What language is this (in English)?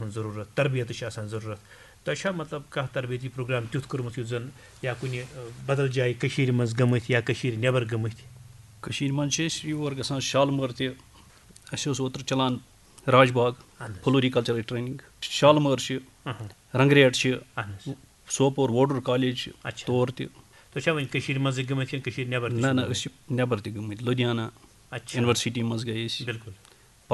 Kashmiri